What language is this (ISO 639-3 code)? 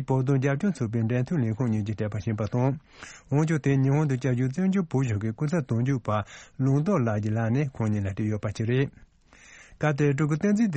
bod